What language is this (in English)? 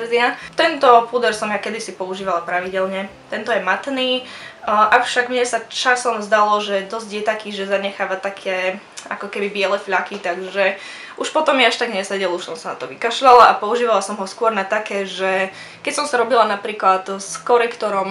Slovak